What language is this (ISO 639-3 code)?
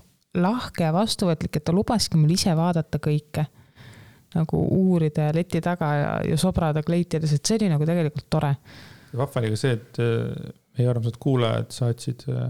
est